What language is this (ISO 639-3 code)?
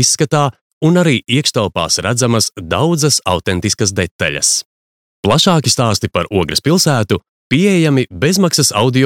lav